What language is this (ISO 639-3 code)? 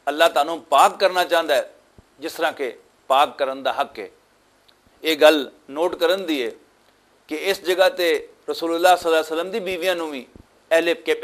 lah